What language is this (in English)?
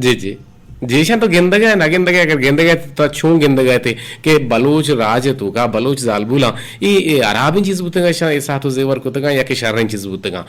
Eastern Balochi